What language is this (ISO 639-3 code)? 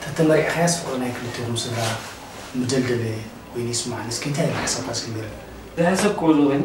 tir